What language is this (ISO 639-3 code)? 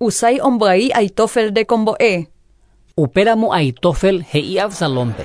grn